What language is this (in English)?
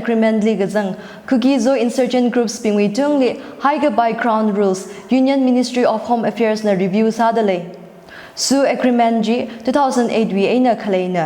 Tangkhul Naga (India)